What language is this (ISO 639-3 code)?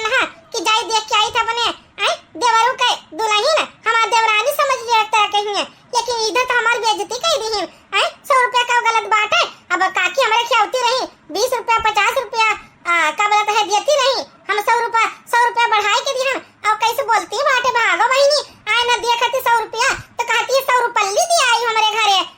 awa